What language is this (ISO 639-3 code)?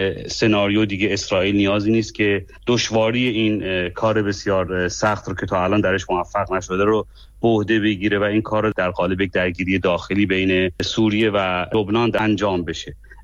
fas